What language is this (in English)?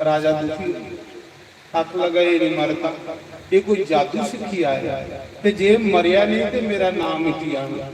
Dogri